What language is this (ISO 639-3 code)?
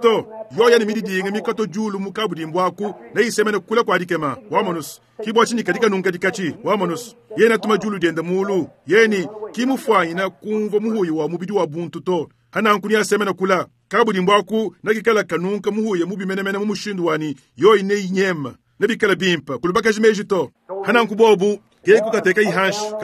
lua